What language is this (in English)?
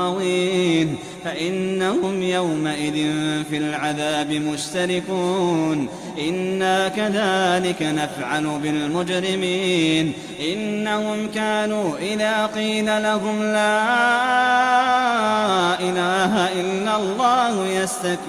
Arabic